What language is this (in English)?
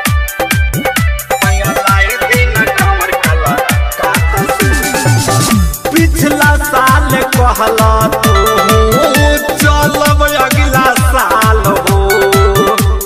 Bhojpuri